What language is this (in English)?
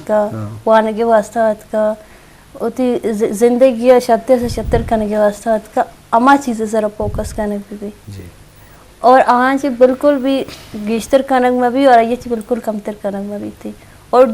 Eastern Balochi